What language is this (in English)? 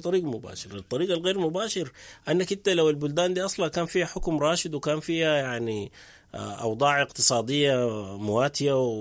Sudanese Arabic